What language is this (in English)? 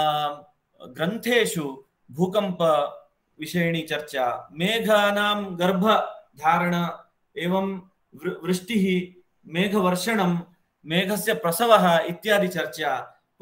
Sanskrit